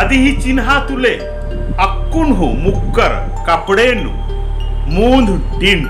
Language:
Kurukh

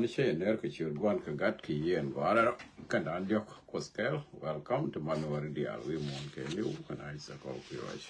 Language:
Nuer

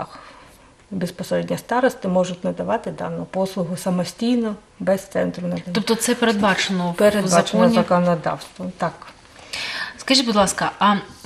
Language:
Ukrainian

